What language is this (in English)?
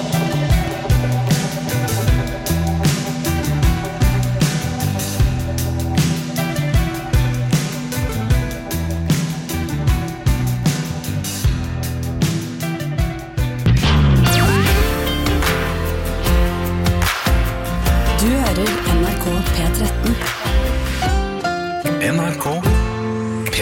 Norwegian